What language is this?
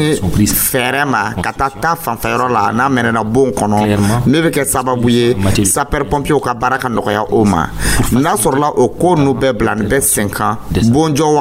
Dyula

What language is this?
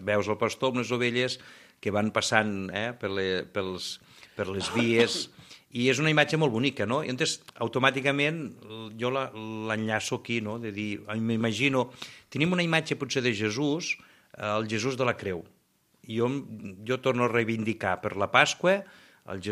Catalan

